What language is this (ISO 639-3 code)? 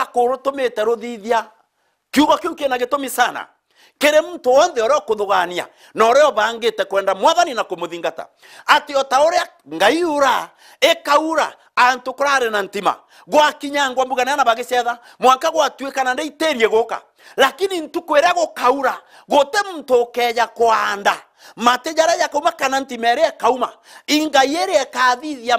mer